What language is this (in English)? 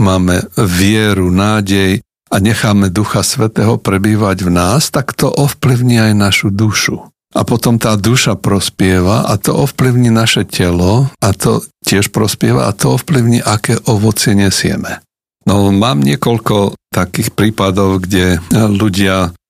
Slovak